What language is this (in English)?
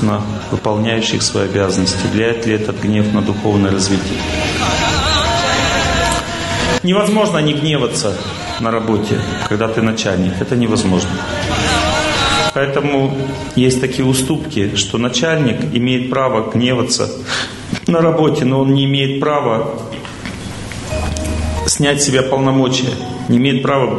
Russian